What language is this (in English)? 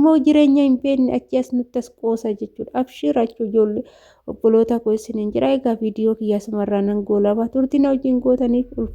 Oromo